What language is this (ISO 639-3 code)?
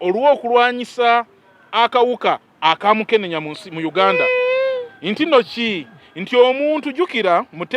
lug